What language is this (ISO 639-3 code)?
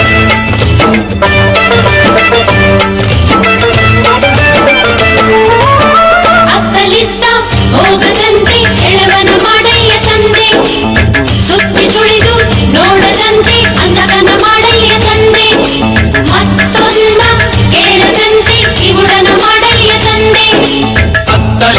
kan